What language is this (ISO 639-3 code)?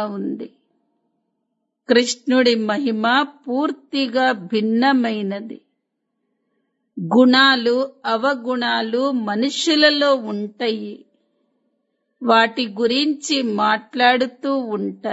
tel